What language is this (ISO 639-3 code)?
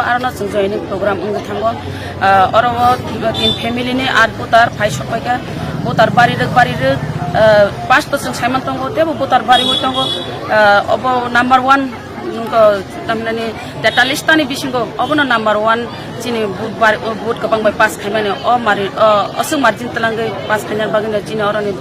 trp